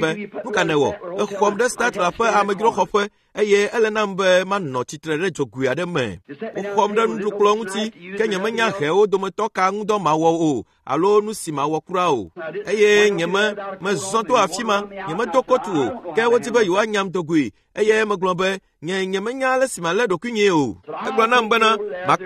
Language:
Ewe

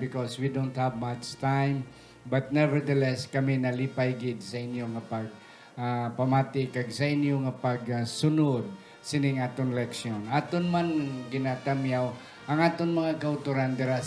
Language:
Hiligaynon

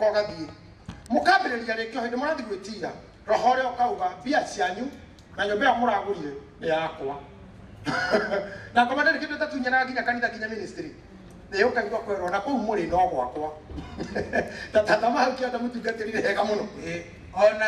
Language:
Kikuyu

